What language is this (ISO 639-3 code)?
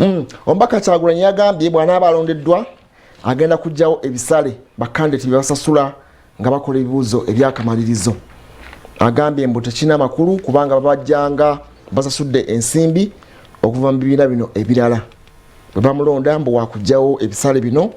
lug